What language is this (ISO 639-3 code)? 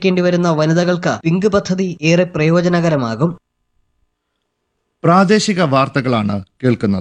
mal